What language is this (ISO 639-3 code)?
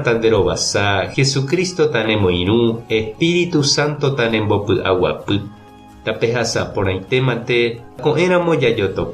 grn